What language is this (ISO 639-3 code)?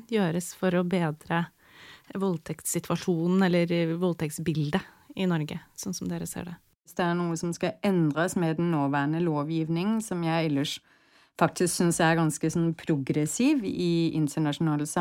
nor